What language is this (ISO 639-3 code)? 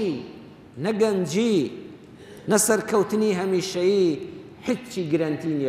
ckb